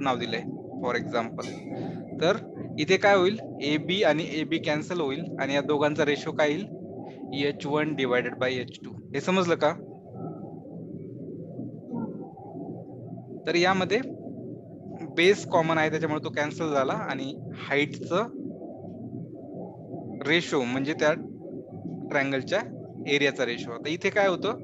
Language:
Marathi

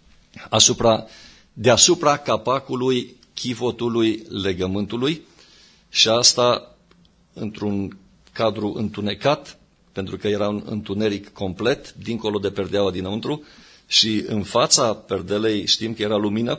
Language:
Romanian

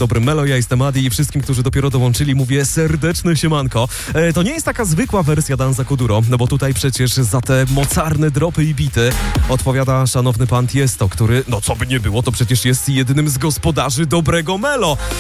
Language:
Polish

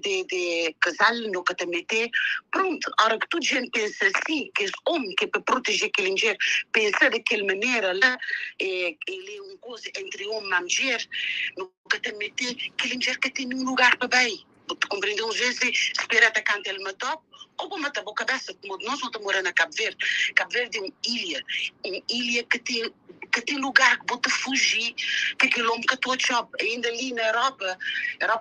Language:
Kabuverdianu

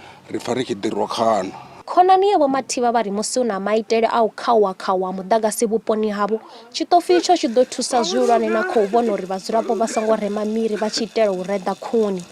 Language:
Venda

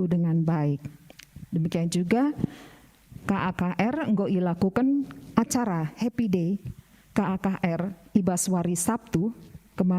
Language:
Batak Karo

